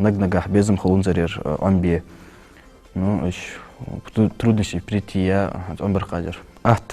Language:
Ingush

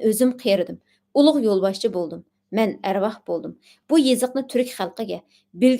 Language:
Uyghur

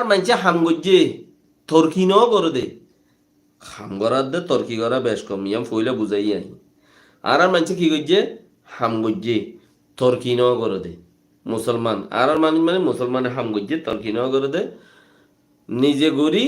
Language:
Rohingya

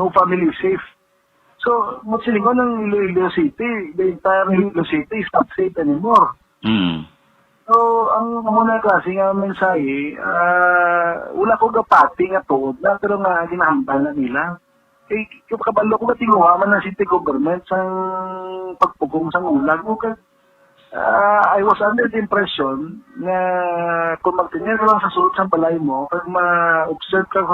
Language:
Hiligaynon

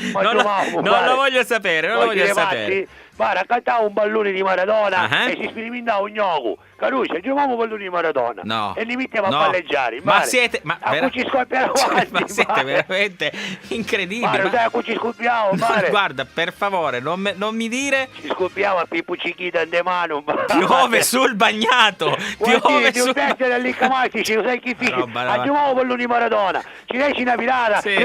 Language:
Sicilian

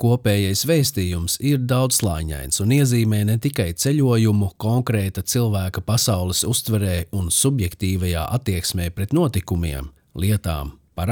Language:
Latvian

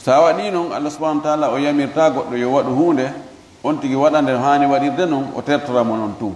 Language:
Fula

